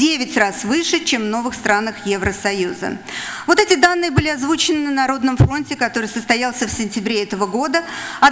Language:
Russian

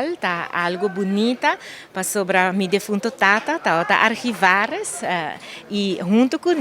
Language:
Papiamento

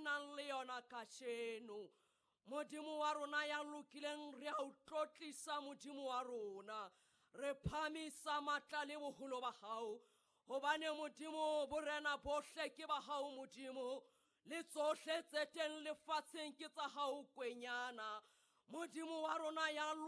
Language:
Southern Sotho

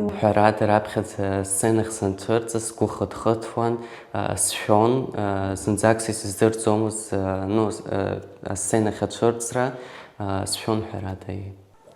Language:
Abkhazian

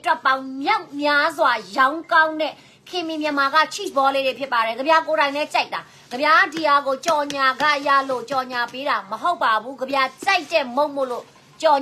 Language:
Burmese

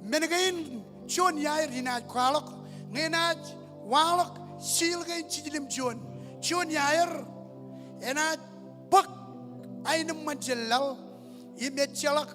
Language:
Marshallese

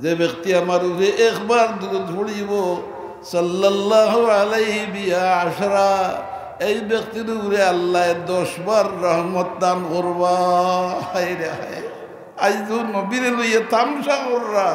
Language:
Sylheti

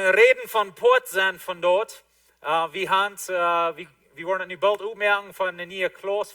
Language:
Plautdietsch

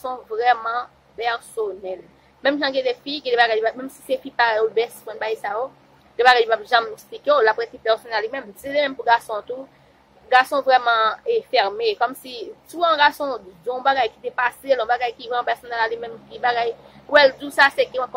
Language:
Haitian Creole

